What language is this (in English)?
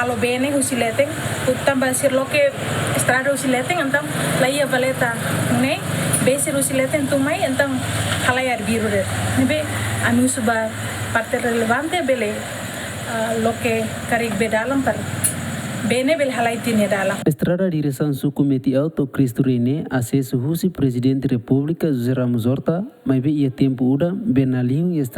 Tetum